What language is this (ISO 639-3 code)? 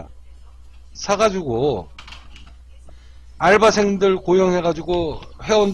kor